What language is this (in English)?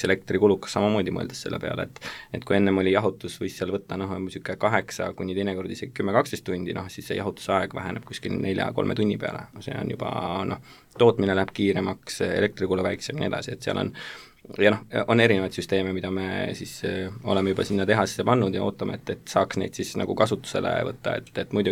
Estonian